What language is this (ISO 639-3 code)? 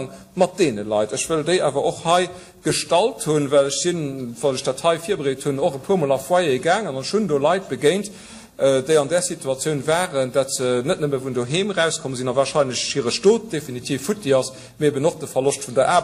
ltz